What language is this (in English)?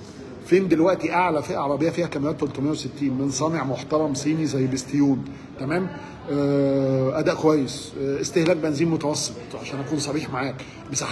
Egyptian Arabic